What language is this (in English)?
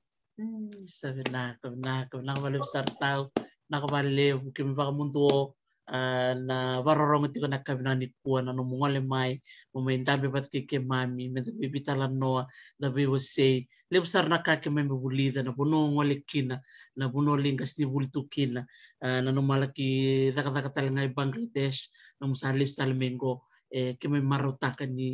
Fijian